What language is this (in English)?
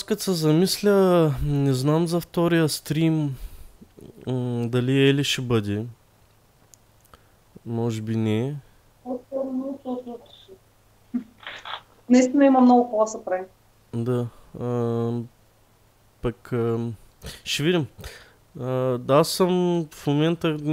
Bulgarian